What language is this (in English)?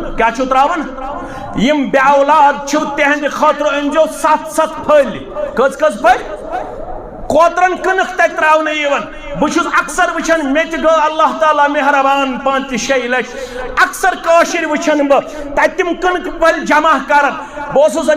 Kashmiri